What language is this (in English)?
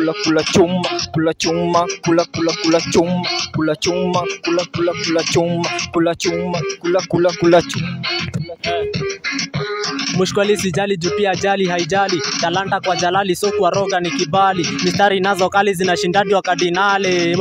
Swahili